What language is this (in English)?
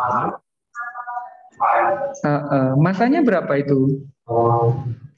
Indonesian